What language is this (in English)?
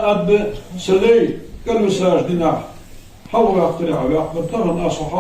Ingush